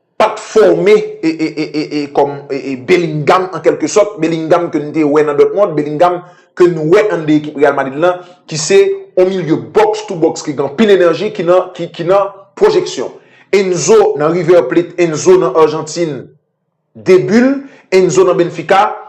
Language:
Haitian Creole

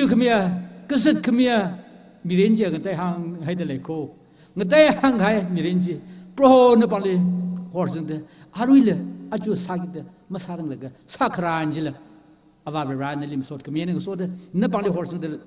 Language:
Tangkhul Naga (India)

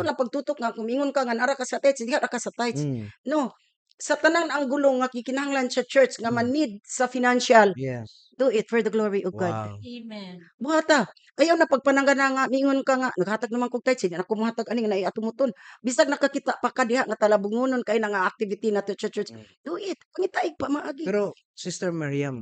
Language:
Cebuano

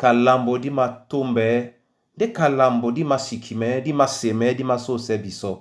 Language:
Duala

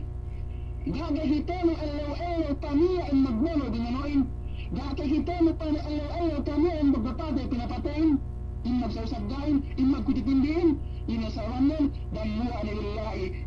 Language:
Yakan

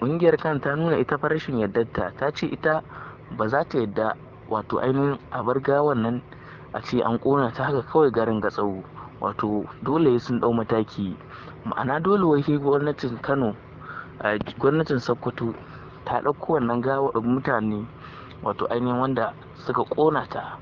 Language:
Hausa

